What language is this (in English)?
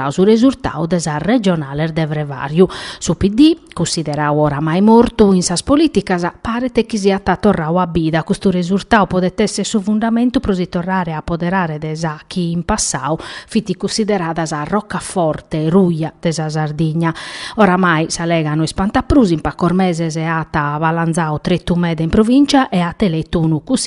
Sardinian